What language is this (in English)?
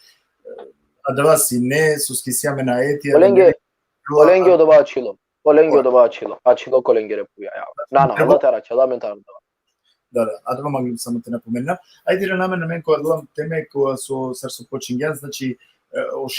Balkan Romani